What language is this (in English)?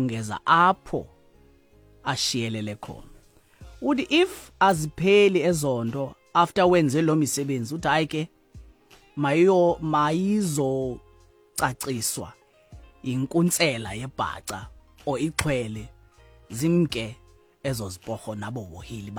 Xhosa